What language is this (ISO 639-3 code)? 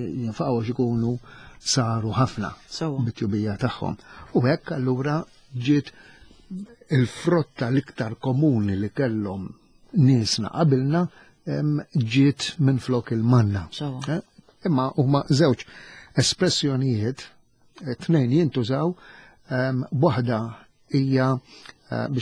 mlt